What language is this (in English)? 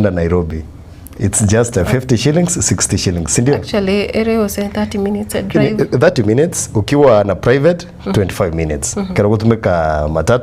Gusii